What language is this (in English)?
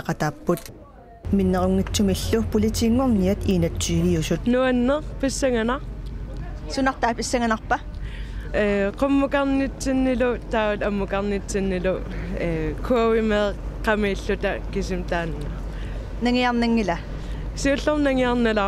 Kalaallisut